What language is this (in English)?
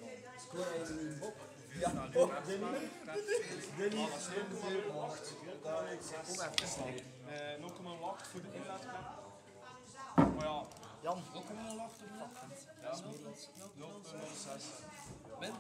Dutch